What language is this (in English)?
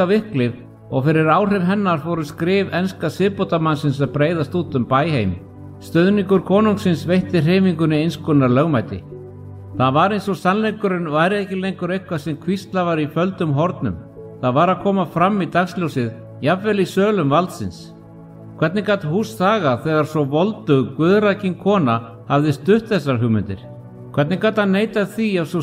Icelandic